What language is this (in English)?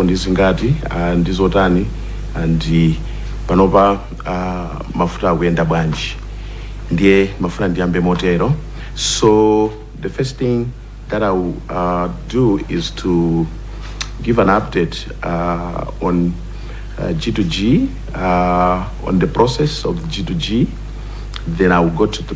Nyanja